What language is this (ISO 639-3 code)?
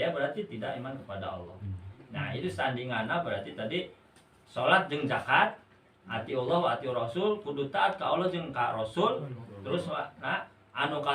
sun